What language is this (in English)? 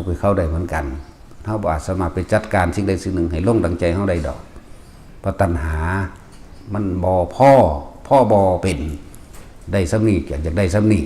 Lao